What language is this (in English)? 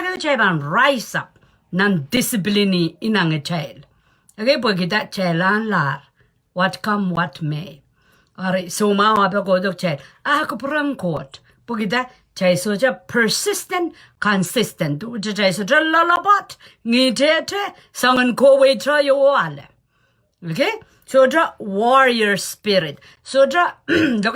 Pohnpeian